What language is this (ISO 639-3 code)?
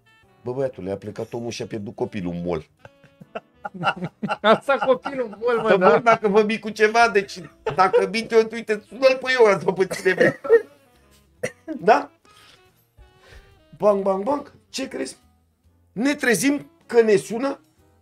ron